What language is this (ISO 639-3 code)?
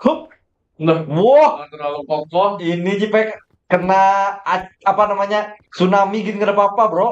bjn